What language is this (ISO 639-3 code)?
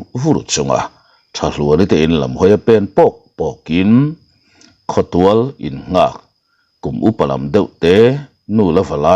lus